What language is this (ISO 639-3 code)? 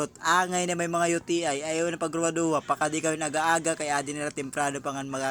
war